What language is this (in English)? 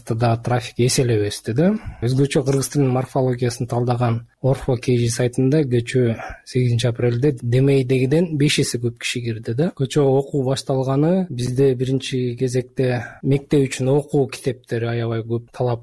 Kyrgyz